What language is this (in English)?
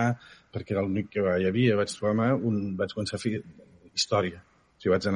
Catalan